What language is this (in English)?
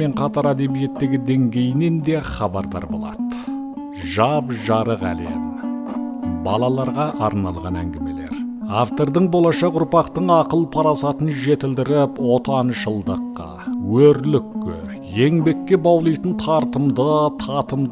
Kazakh